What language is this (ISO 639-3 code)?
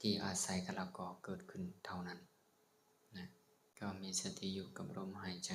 lao